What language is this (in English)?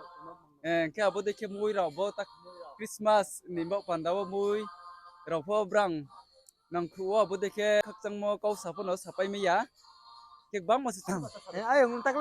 Riang (India)